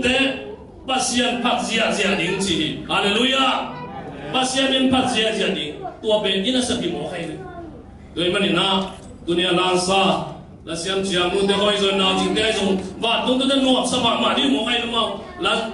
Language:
Tedim Chin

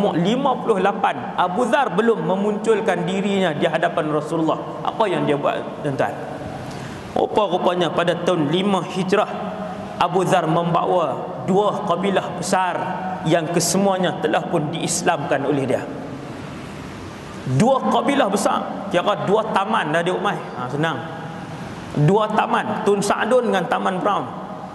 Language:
Malay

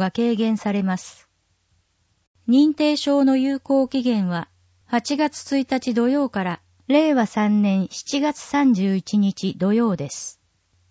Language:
Japanese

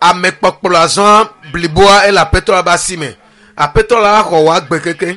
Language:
Ewe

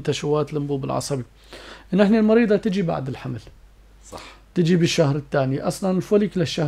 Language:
North Levantine Arabic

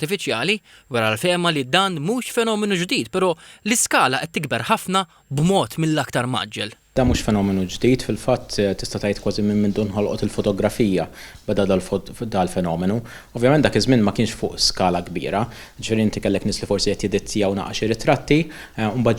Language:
Maltese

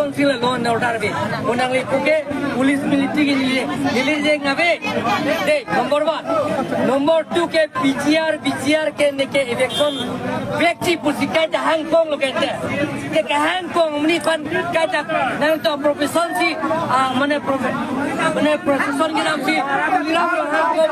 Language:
Karbi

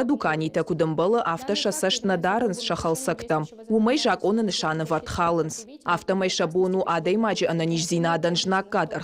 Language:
Ossetic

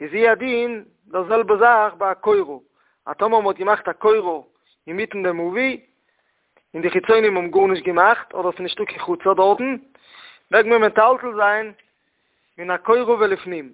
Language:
Yiddish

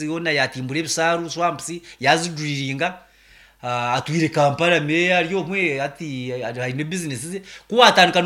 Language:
Nyankole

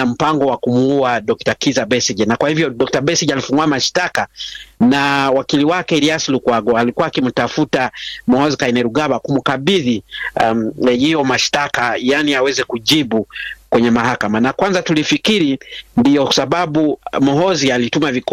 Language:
Swahili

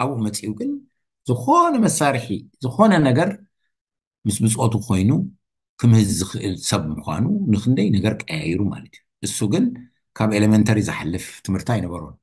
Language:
Tigrinya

